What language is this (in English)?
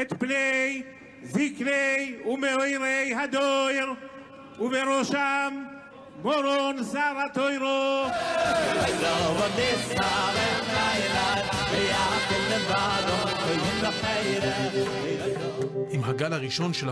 Hebrew